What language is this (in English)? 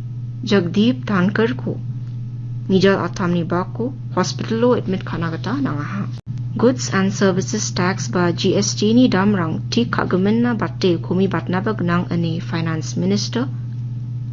Garo